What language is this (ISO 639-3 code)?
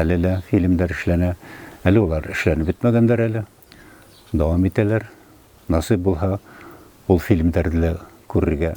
bak